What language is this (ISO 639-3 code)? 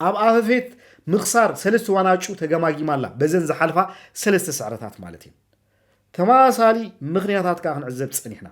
tir